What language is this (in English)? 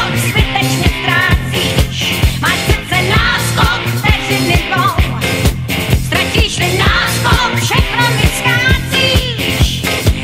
Czech